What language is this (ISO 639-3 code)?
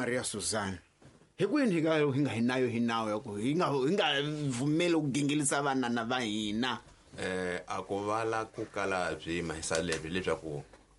tso